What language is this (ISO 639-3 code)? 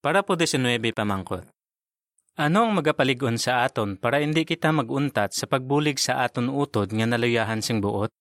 hil